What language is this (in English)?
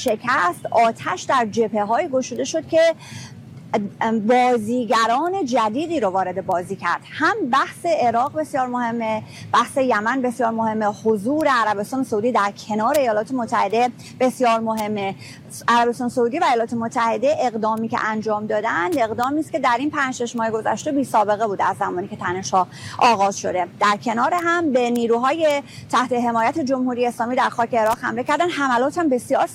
Persian